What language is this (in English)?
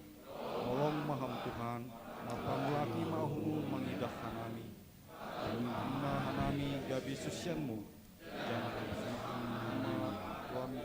Batak Simalungun